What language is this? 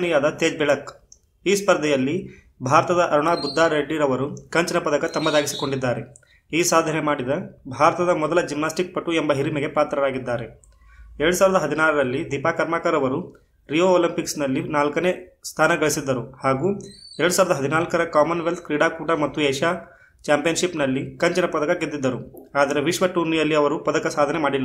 Kannada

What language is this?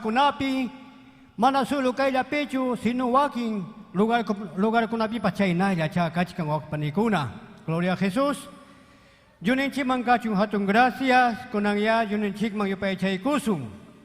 Ayacucho Quechua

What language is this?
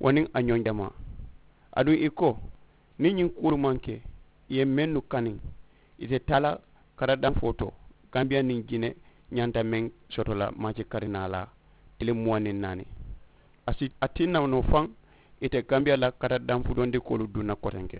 Mandingo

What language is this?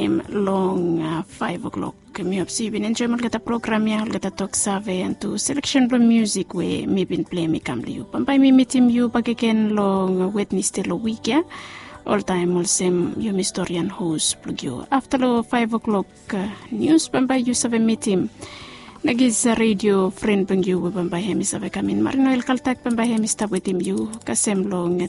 Bislama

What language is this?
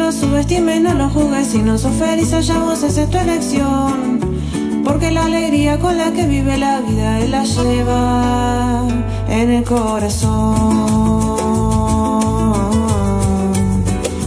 Spanish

